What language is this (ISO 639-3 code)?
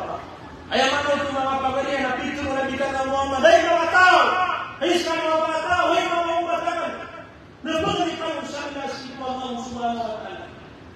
mrw